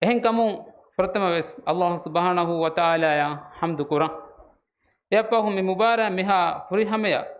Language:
Divehi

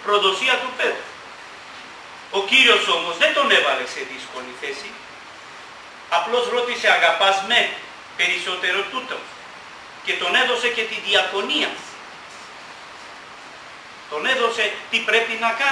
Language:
Greek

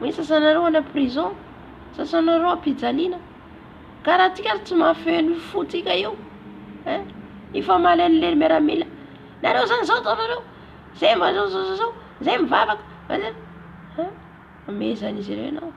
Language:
Malagasy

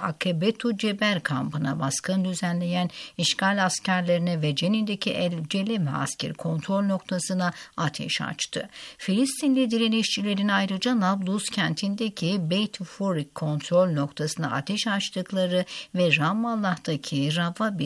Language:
Turkish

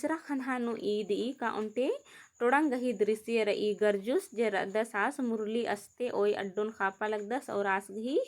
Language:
Kurukh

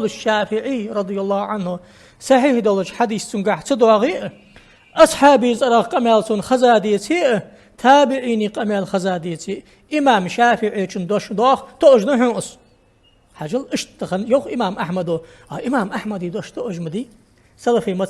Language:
Ingush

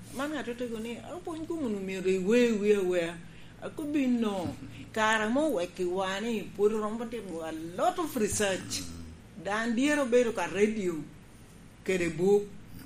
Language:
Lango (Uganda)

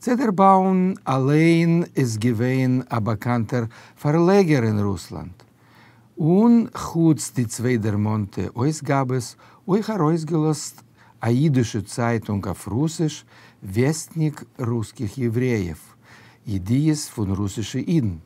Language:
Yiddish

